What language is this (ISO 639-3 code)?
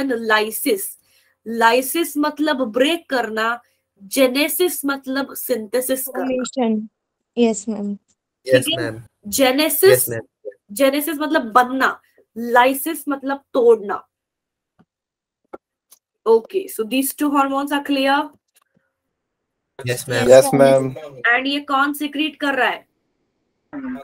hin